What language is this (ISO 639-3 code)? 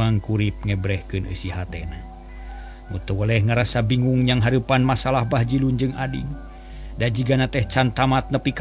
sun